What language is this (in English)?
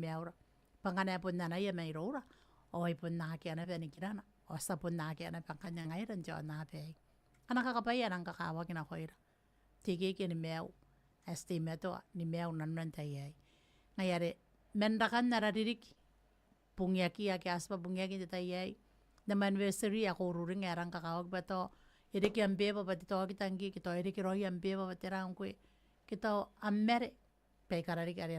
Gilbertese